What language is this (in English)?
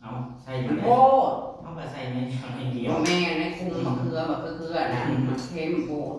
Northeastern Thai